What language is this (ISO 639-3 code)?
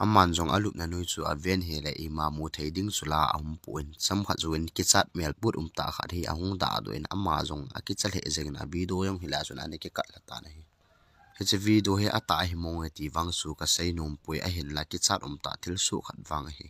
tcz